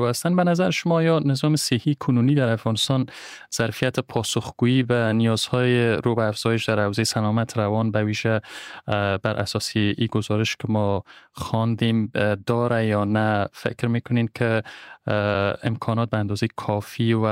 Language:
Persian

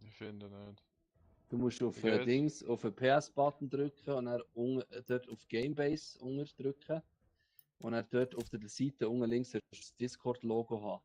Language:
Swiss German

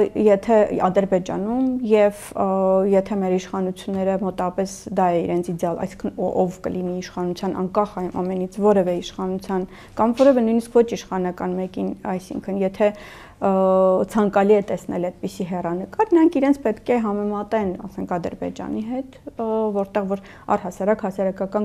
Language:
Armenian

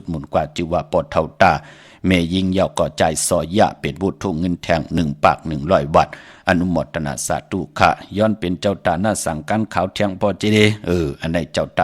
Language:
Shan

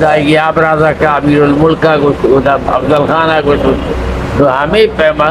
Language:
Eastern Balochi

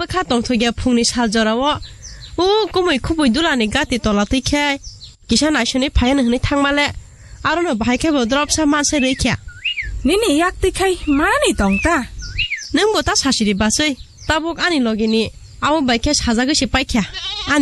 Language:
Kok Borok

